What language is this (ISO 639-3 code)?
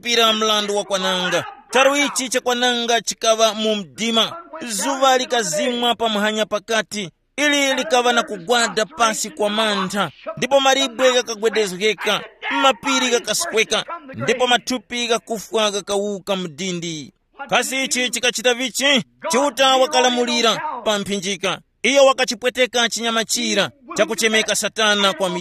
tum